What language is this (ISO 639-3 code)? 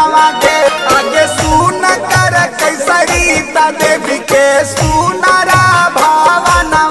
bho